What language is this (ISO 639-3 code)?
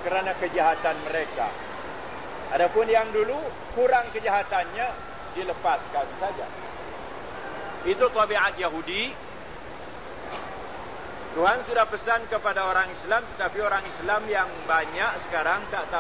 msa